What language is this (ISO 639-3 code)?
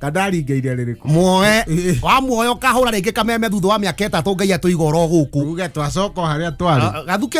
kik